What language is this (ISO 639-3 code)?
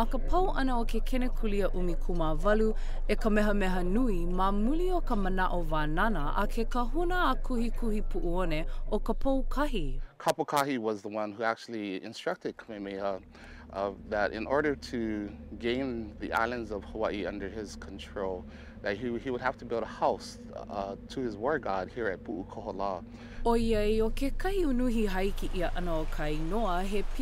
haw